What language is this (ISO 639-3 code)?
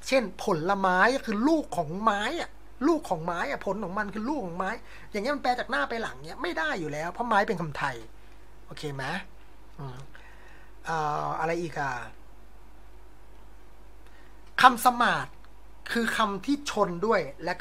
tha